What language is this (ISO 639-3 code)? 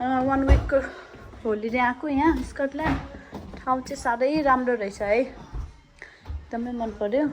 nep